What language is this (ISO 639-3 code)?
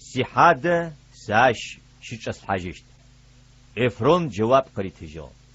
ady